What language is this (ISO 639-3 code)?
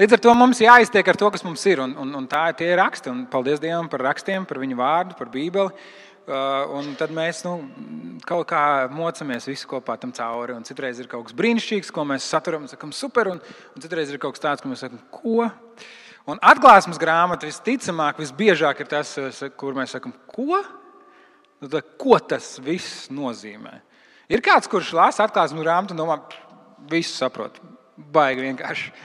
lav